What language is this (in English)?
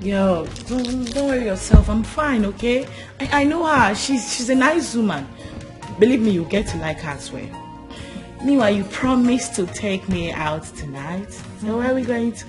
Nigerian Pidgin